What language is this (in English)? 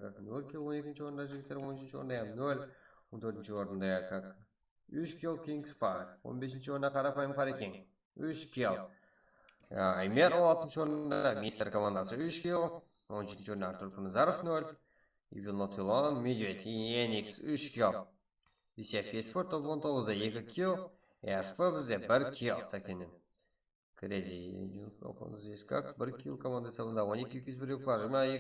Kara-Kalpak